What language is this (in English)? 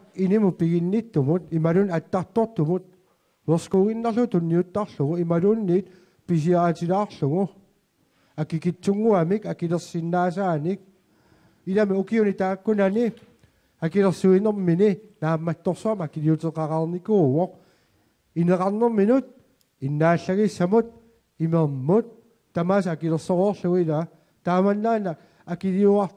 Kalaallisut